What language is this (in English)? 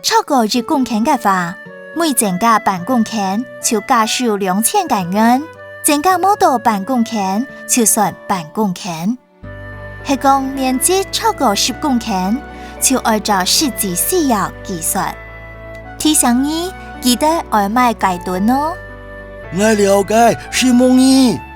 Hakka Chinese